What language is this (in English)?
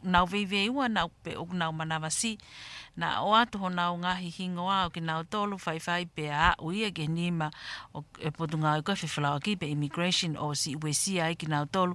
Tongan